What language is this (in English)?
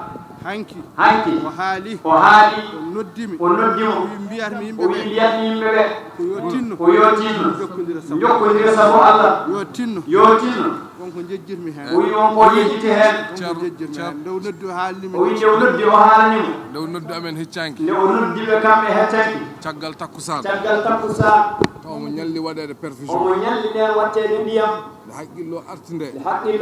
Fula